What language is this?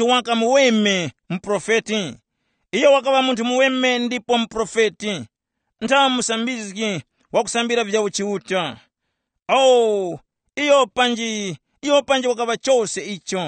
Tumbuka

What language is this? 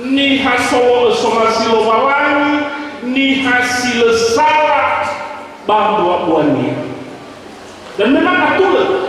Nias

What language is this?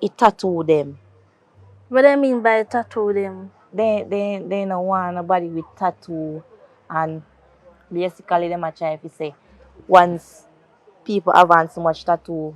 Jamaican Creole English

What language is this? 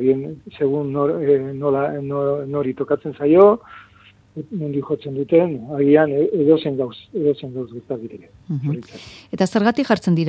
Basque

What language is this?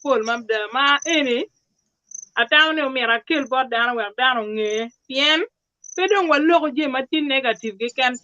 Acoli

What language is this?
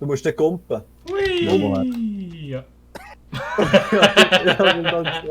Swiss German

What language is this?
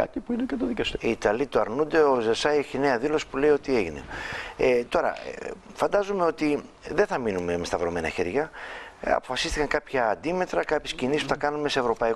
Greek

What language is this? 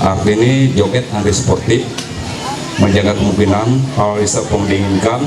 Ma'anyan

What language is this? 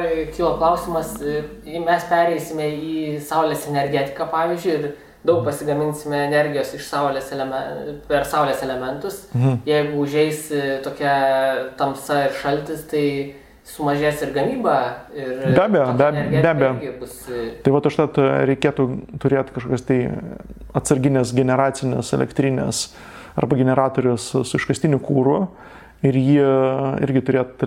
Lithuanian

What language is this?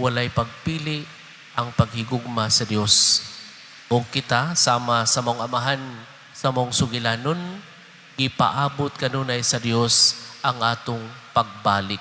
Cebuano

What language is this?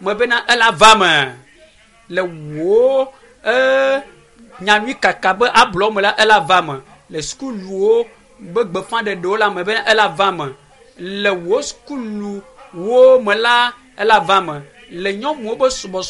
Ewe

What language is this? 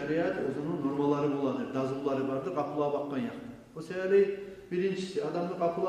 Kumyk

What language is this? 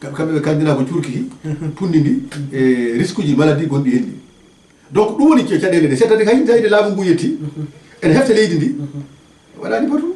Fula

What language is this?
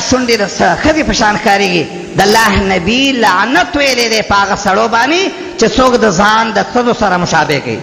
Pashto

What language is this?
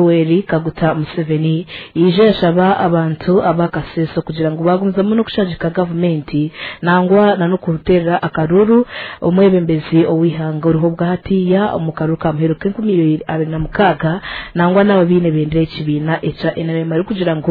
Nyankole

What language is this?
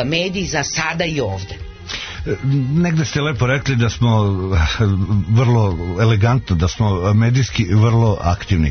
Serbian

